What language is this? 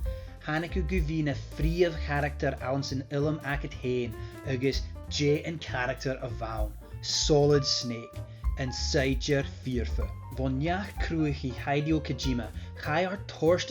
Scottish Gaelic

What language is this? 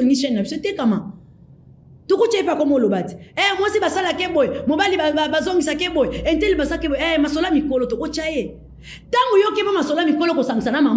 Lingala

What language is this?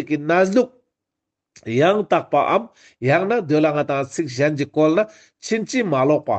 Ladakhi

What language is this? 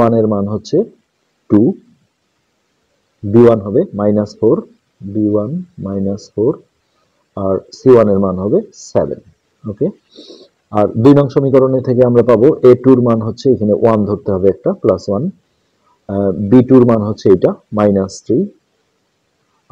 Bangla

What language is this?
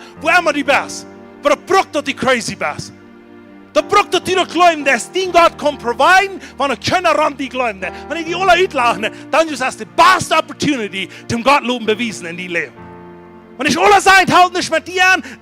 Plautdietsch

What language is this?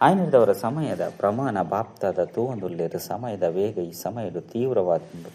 Tulu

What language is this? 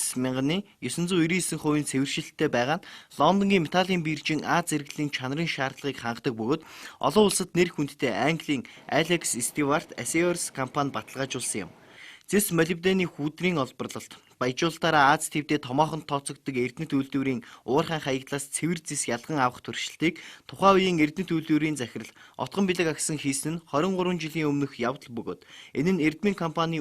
Mongolian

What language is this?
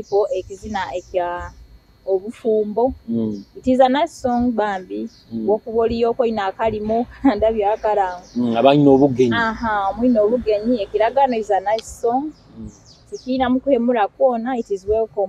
Nyoro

